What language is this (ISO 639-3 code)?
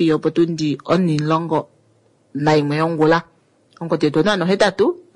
kua